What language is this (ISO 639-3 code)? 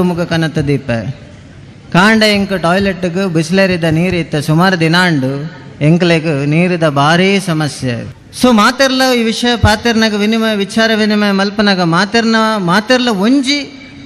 tcy